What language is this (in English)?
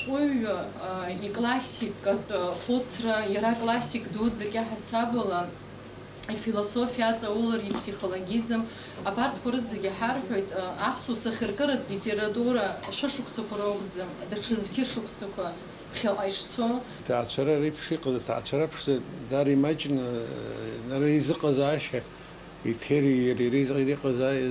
Abkhazian